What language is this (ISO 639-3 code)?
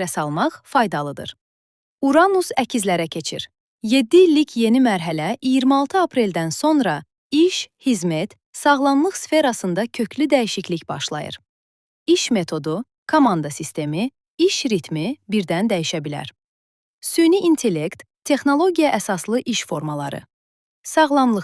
aze